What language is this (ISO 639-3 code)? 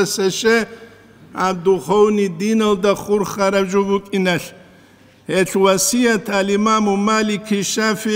ava